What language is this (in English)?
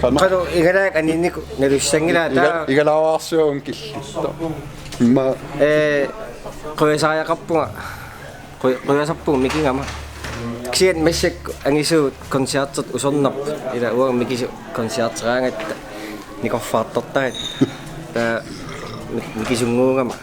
Kalaallisut